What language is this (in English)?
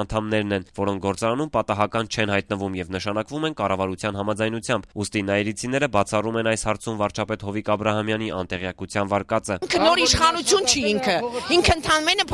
Armenian